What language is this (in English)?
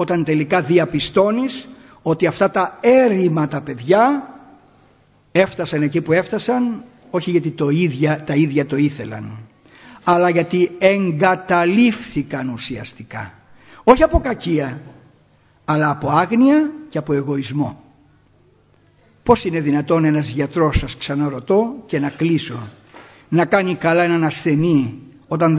Greek